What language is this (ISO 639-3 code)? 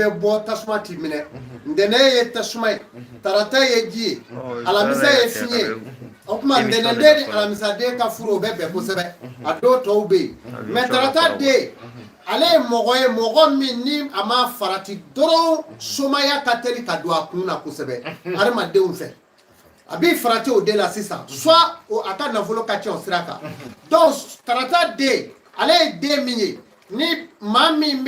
bam